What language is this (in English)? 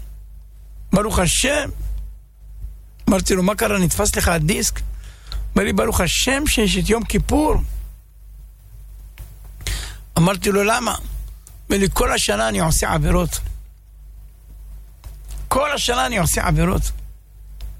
Hebrew